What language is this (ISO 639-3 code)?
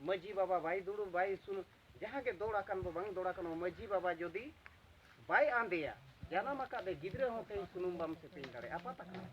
sat